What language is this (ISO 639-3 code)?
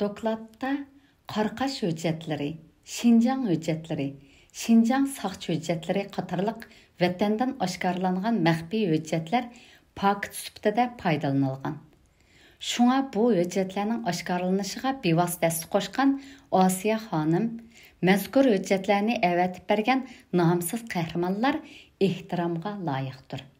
uig